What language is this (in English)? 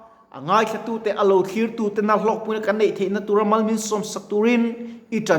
Mizo